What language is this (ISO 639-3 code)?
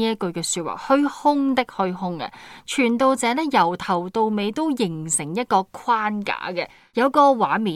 yue